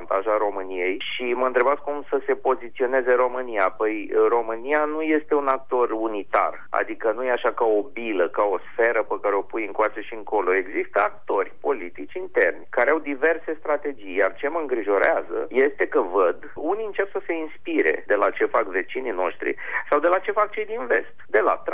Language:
Romanian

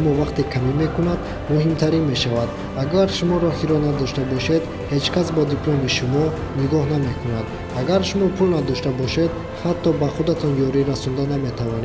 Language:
Tajik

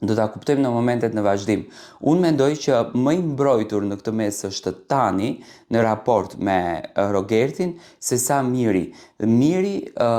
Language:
Albanian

